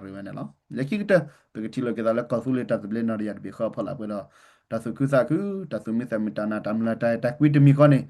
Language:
S'gaw Karen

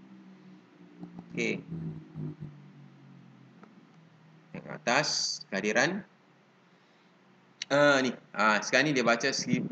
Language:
Malay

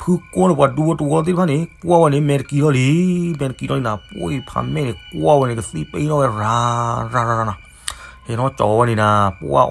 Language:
S'gaw Karen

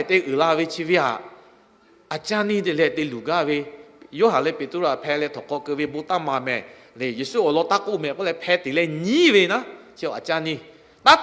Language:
Lahu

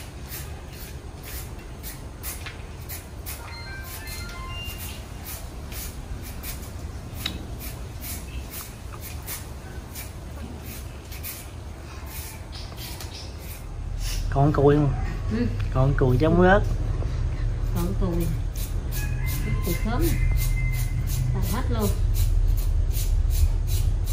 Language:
Vietnamese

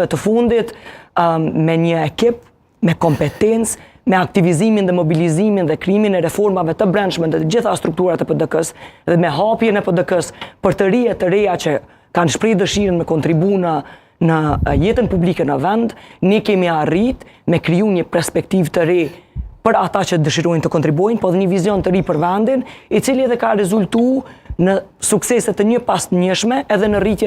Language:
Albanian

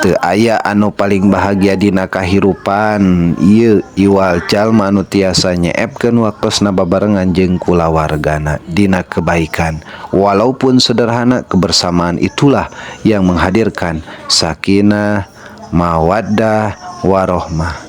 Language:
Sundanese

